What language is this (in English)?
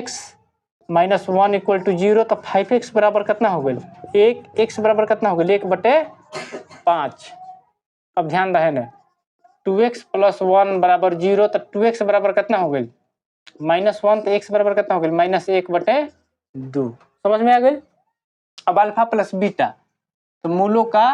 Bhojpuri